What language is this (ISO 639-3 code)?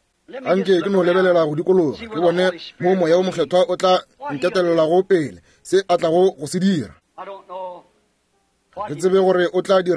nso